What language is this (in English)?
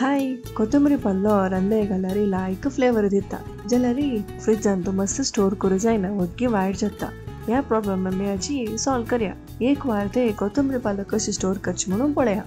Konkani